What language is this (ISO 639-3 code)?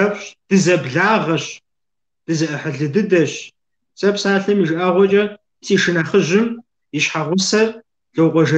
kbd